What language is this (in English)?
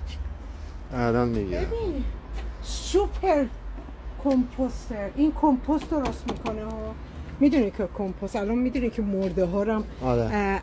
Persian